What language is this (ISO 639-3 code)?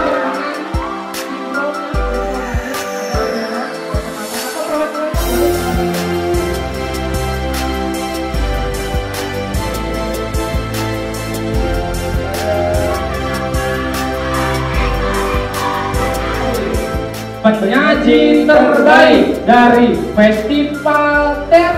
ind